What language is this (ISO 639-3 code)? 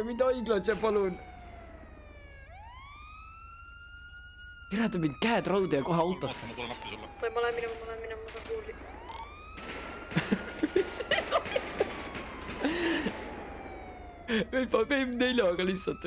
est